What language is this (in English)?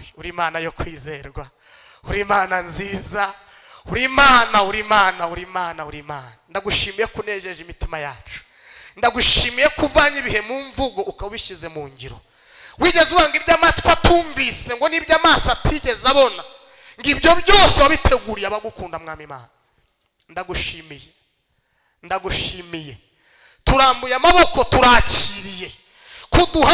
Kinyarwanda